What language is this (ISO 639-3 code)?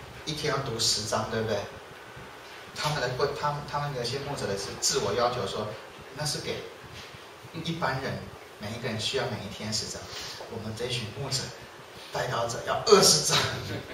zho